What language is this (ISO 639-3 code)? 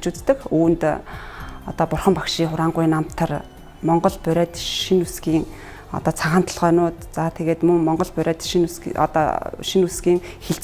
mon